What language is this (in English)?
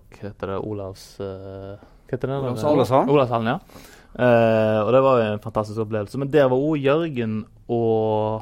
Norwegian